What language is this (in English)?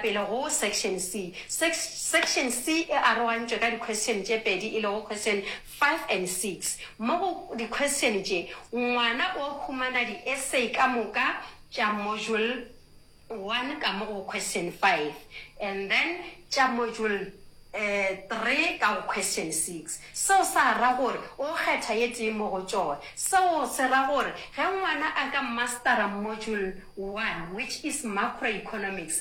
Northern Sotho